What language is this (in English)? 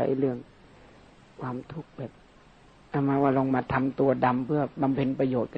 Thai